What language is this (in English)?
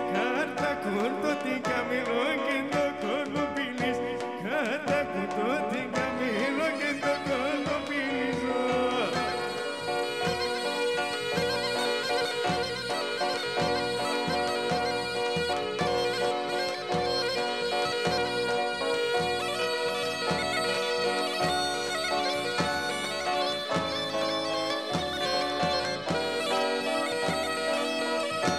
Greek